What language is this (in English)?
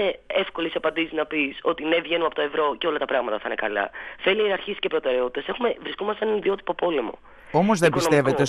Greek